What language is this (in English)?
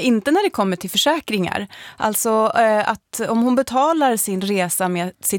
Swedish